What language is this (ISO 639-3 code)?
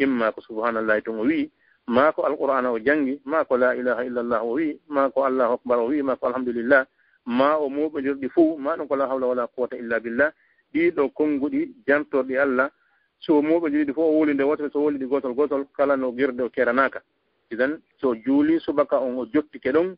ful